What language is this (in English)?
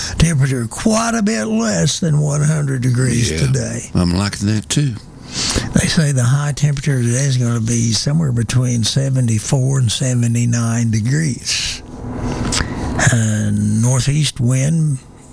English